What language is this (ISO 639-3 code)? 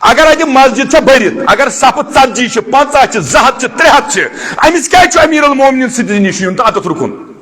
kas